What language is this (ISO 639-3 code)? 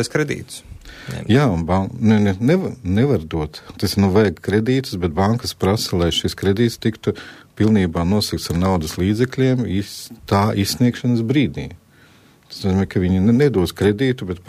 lav